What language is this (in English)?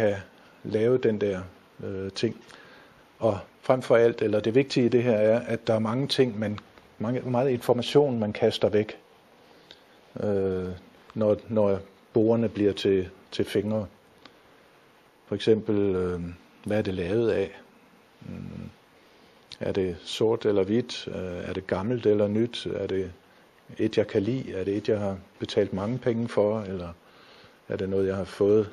Danish